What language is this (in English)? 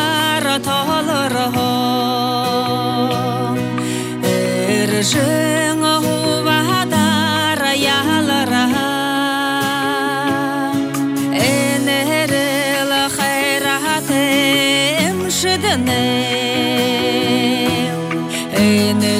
Buriat